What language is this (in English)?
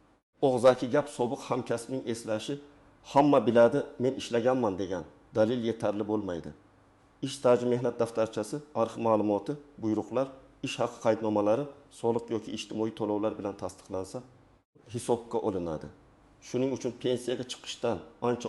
Uzbek